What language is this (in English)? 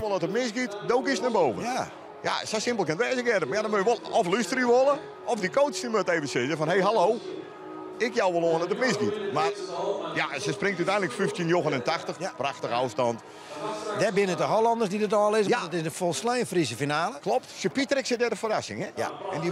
Western Frisian